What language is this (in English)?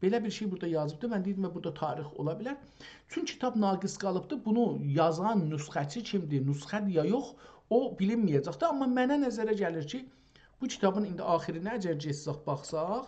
South Azerbaijani